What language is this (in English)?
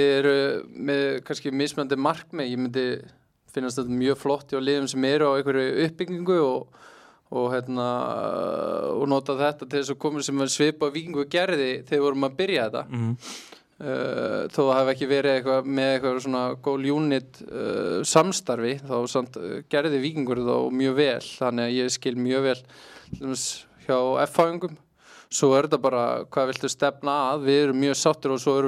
Icelandic